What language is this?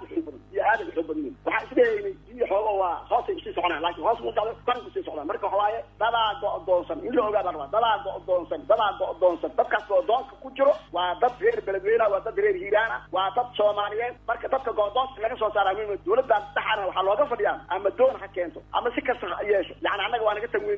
Somali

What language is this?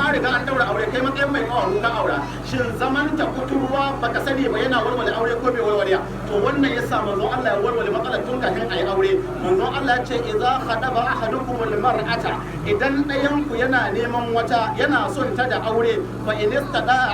Hausa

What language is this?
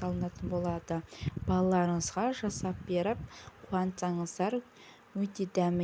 Kazakh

